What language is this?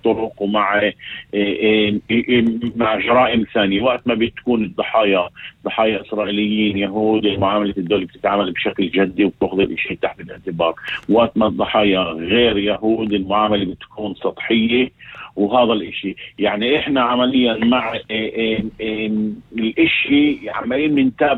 North Levantine Arabic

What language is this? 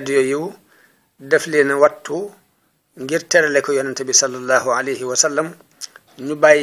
Wolof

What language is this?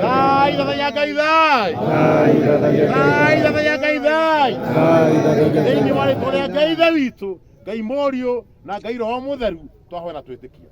Kikuyu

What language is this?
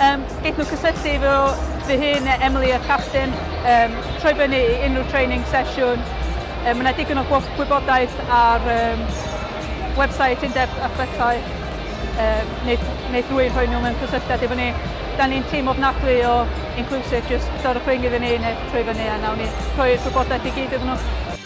Welsh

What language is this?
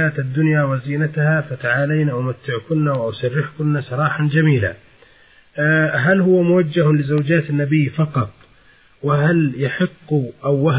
Arabic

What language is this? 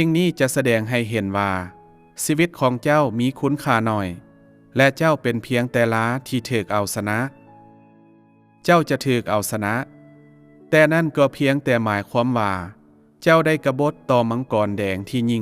Lao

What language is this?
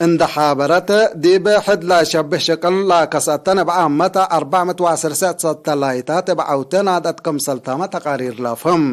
Tigre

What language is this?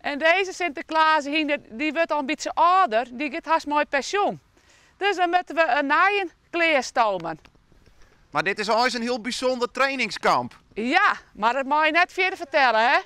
Western Frisian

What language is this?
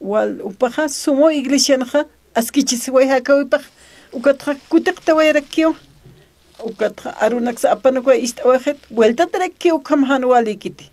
Aymara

